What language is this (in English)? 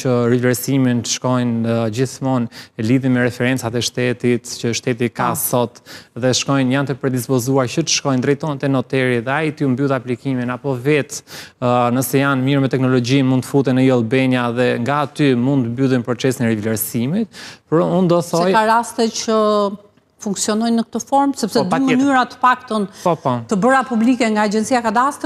Albanian